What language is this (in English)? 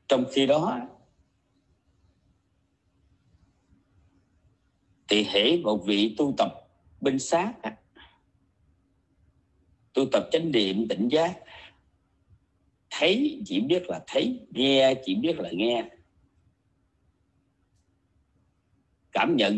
Vietnamese